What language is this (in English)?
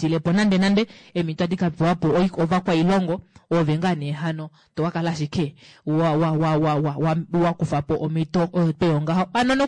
Kuanyama